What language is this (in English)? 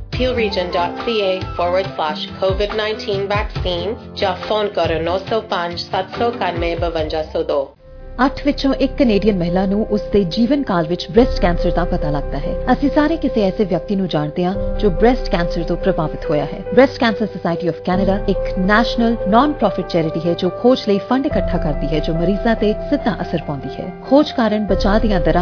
Punjabi